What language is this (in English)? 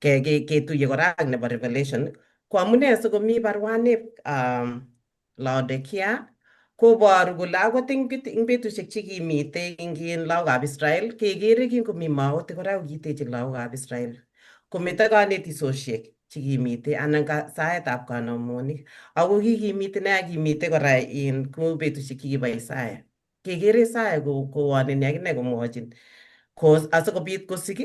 Kalenjin